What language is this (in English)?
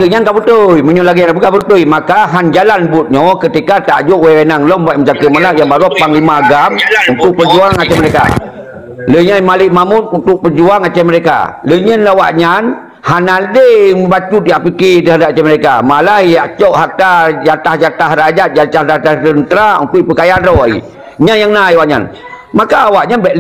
Achinese